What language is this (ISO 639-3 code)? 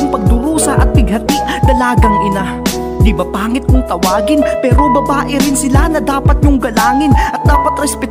fil